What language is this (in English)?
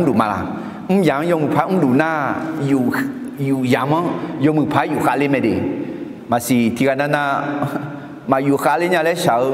Akha